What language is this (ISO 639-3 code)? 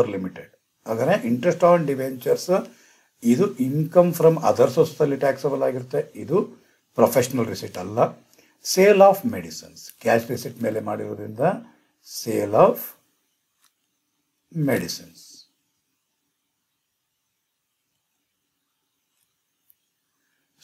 kan